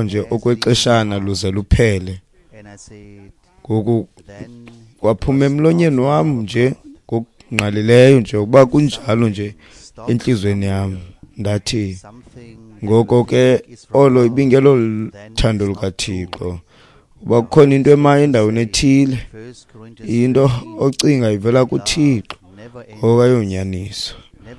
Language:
Xhosa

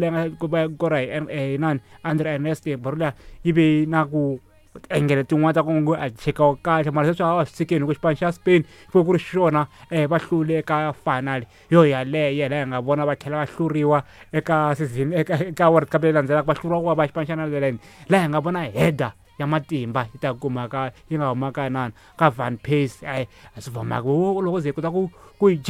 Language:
Tsonga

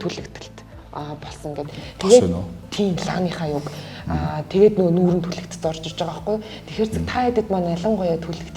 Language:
Mongolian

